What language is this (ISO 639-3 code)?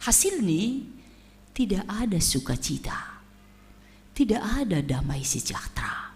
bts